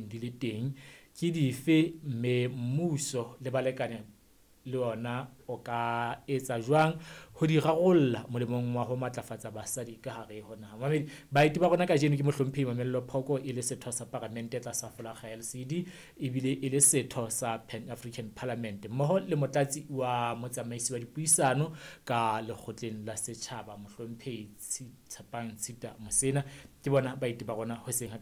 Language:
Southern Sotho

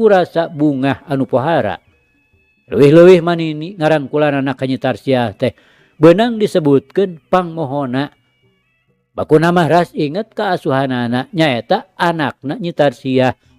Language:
Sundanese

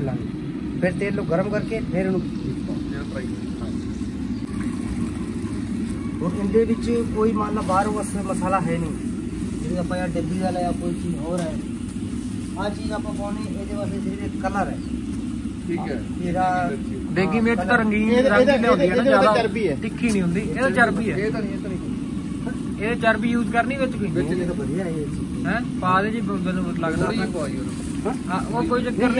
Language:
Punjabi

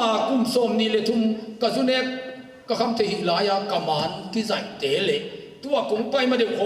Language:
Tedim Chin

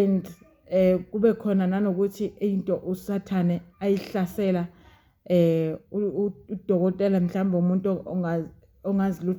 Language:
Zulu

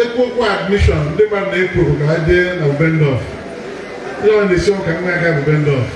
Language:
Igbo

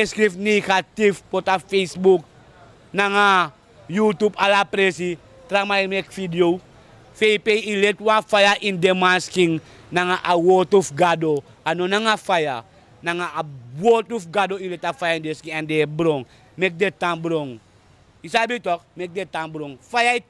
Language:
Sranan Tongo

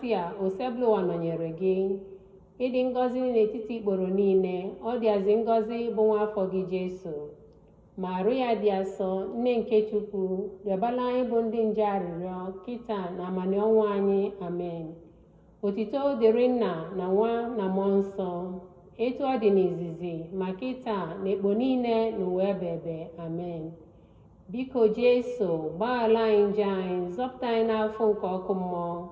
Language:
Igbo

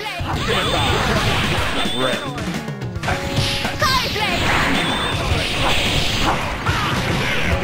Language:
English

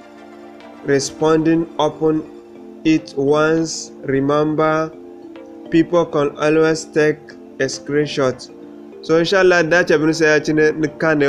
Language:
Zarma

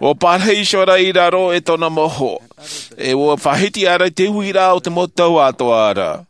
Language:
Tahitian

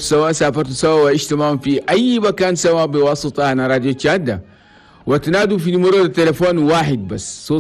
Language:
Chadian Arabic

